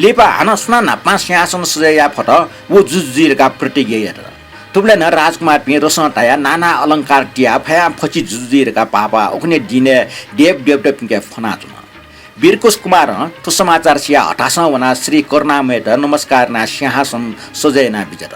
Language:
Newari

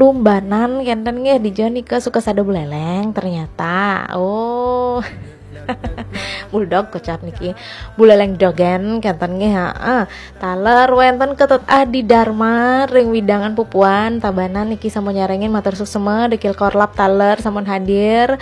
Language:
Balinese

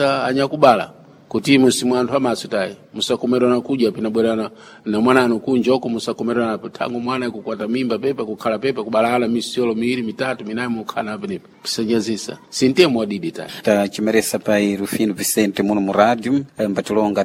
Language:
Sena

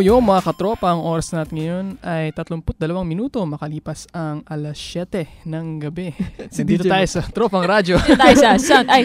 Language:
Filipino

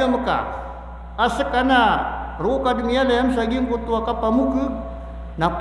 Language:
Maranao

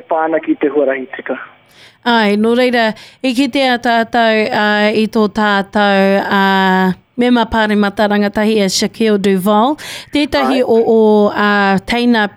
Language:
Māori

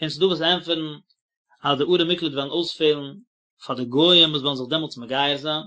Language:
Yiddish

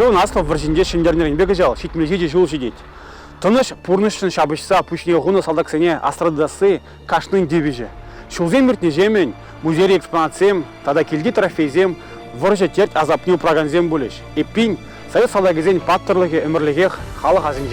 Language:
Chuvash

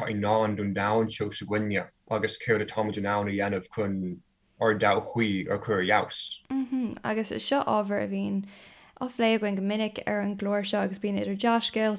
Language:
Irish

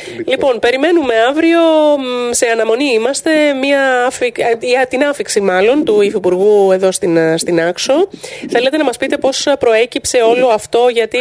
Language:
Greek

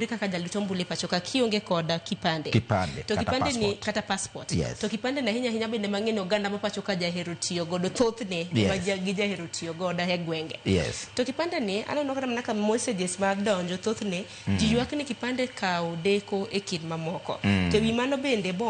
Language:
Luo (Kenya and Tanzania)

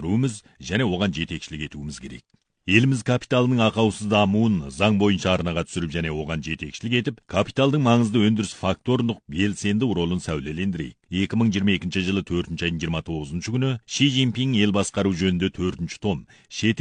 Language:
Kazakh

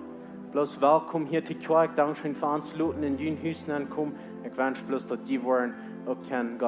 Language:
Plautdietsch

